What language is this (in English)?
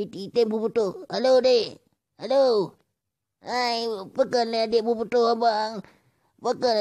Achinese